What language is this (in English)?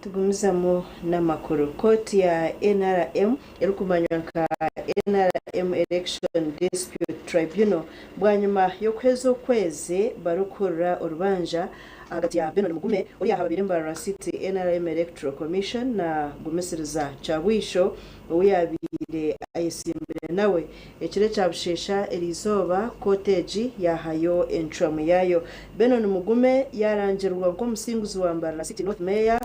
Nyankole